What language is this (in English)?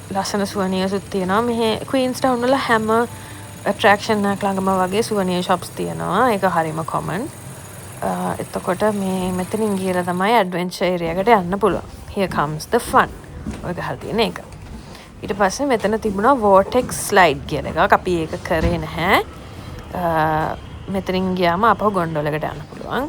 Sinhala